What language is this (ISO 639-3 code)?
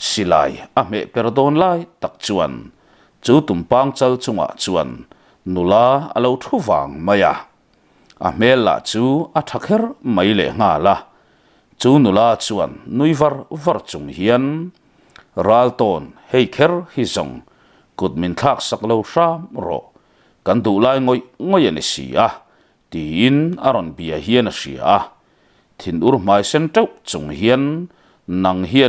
lus